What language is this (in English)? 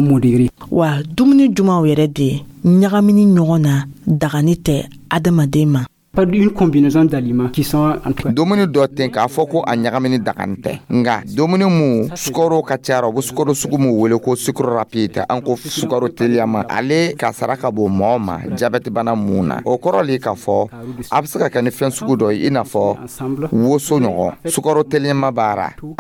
Dyula